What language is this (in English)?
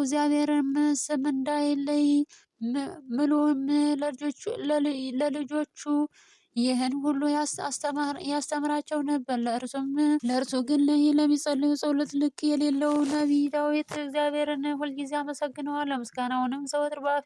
Amharic